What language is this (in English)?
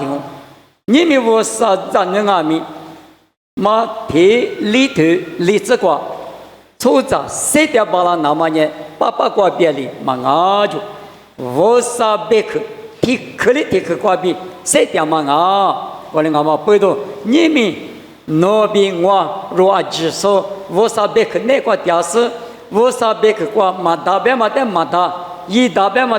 Lisu